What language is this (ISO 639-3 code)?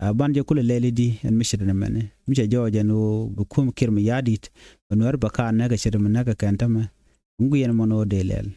nus